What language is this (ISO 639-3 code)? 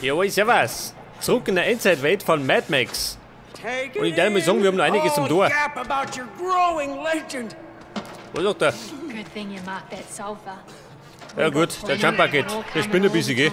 bar